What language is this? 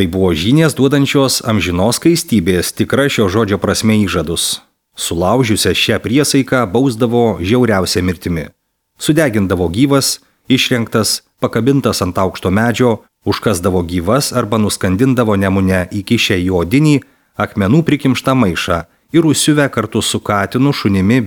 Lithuanian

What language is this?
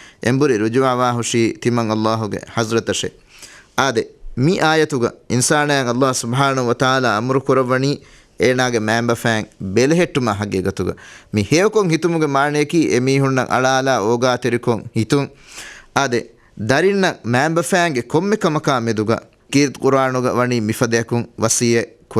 Divehi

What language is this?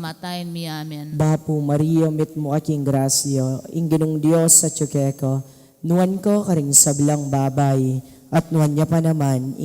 Pampanga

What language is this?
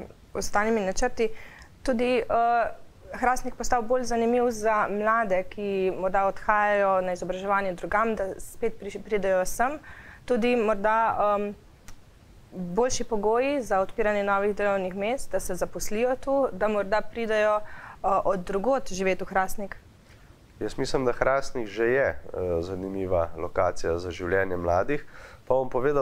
Slovenian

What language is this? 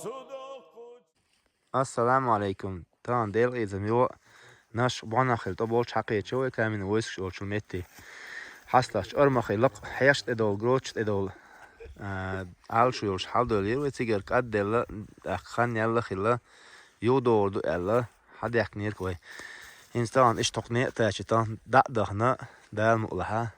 Chechen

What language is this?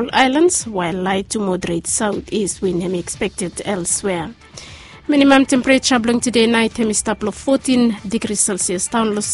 Bislama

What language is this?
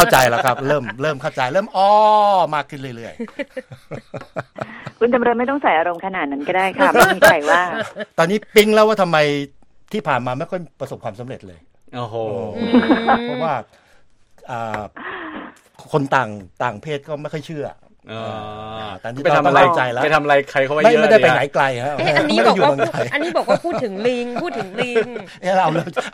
Thai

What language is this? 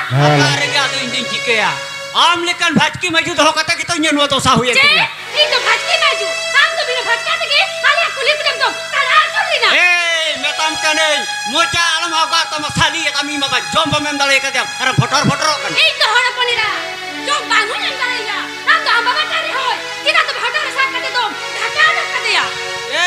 Santali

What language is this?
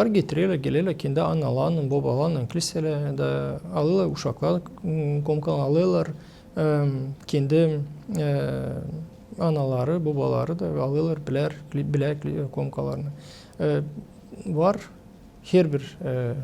Gagauz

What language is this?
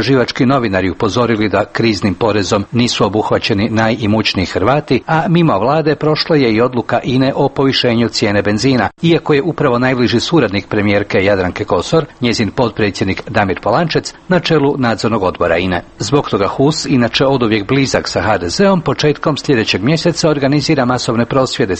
Croatian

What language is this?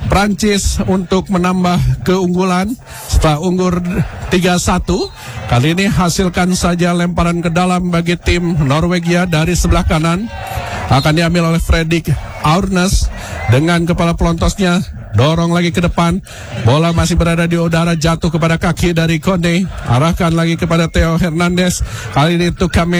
Indonesian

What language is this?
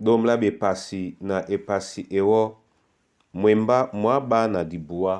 Duala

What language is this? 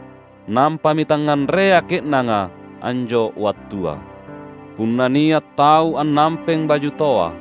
Makasar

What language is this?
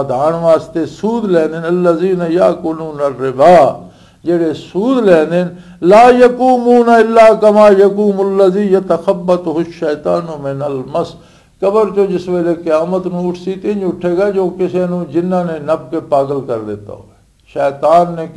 Western Panjabi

